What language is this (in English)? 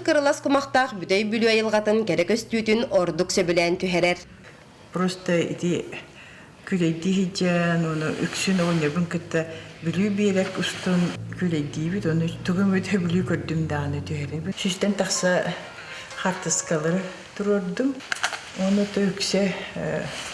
Yakut